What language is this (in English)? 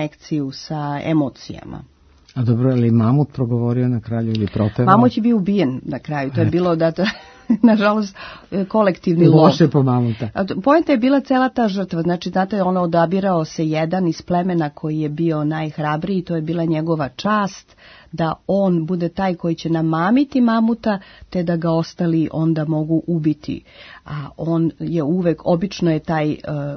Serbian